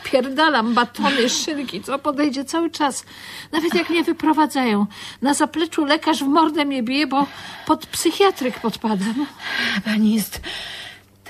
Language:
Polish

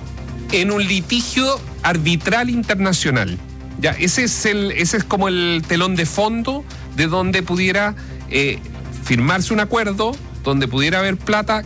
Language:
Spanish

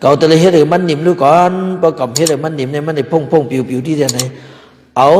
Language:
Shan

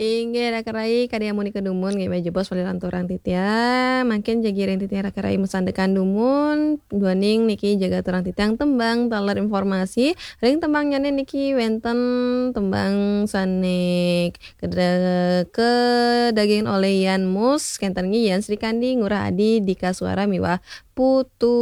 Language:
Balinese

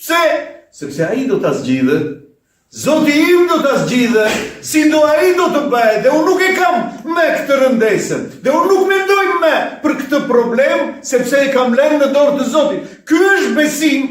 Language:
Albanian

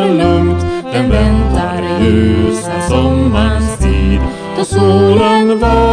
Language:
Swedish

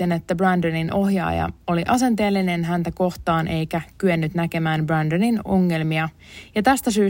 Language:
Finnish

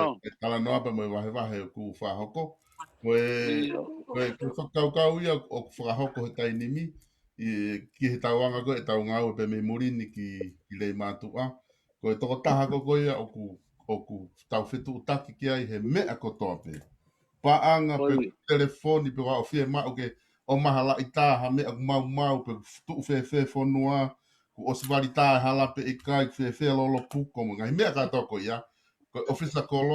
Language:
Tongan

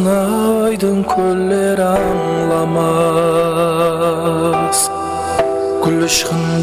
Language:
Kara-Kalpak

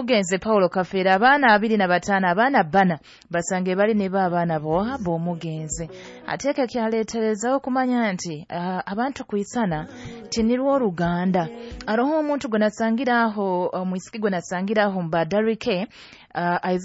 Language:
Nyoro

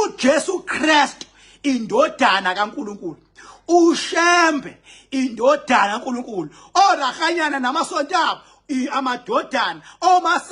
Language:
Zulu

